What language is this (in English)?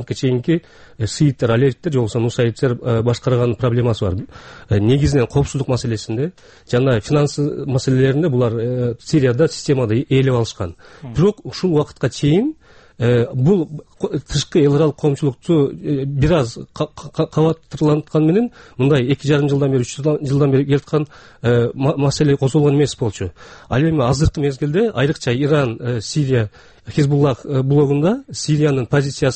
Kyrgyz